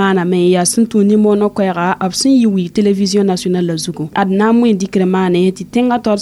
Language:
Mossi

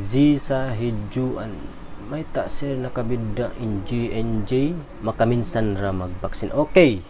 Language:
Tausug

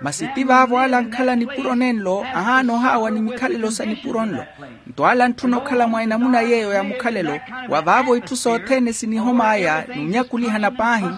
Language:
Makhuwa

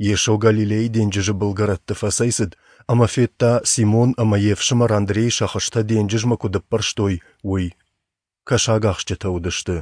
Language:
Ossetic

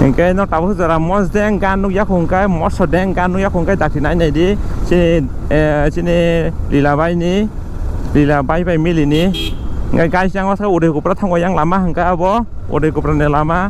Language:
Kok Borok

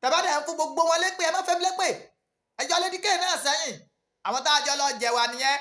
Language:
Yoruba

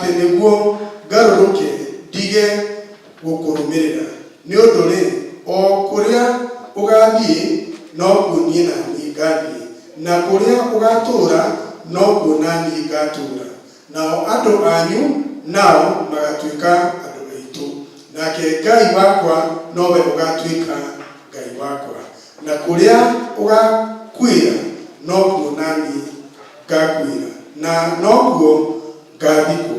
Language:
Kikuyu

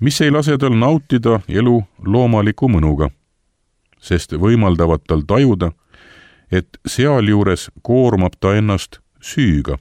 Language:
Estonian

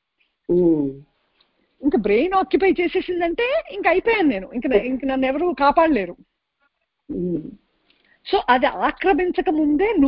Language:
Telugu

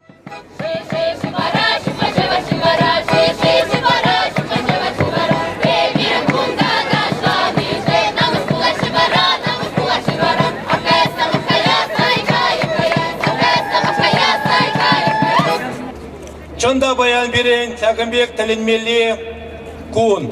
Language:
Chuvash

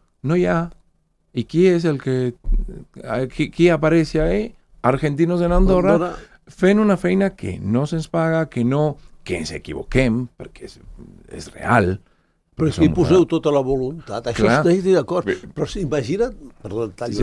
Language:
Catalan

